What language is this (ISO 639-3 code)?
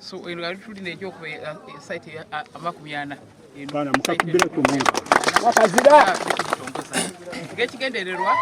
xog